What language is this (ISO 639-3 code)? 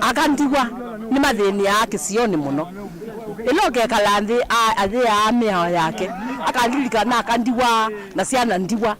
kam